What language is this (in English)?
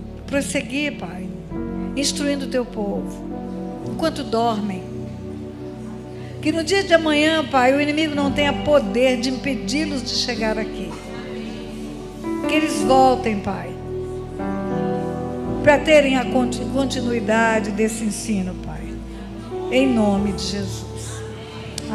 Portuguese